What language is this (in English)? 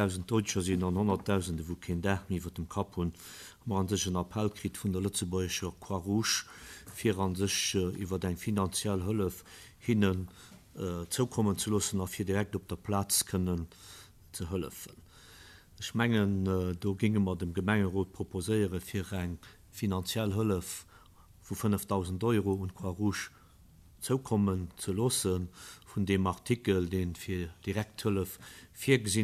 Luxembourgish